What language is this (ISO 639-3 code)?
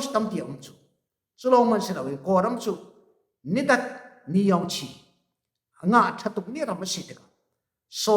cfm